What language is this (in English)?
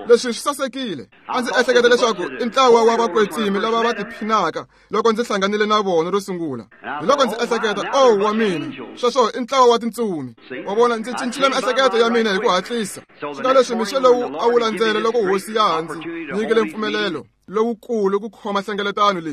Tsonga